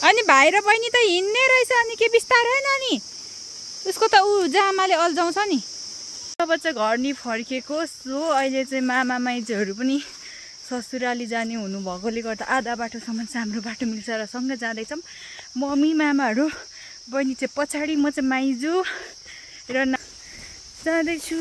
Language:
Nepali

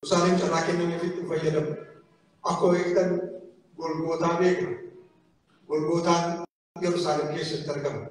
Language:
Oromo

